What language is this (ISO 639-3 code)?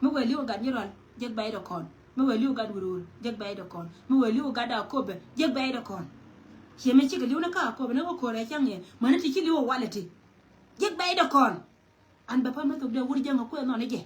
nus